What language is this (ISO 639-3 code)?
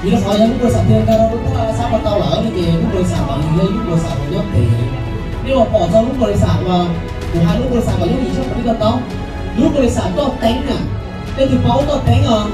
hmn